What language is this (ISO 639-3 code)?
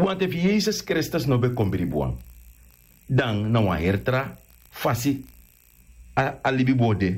srn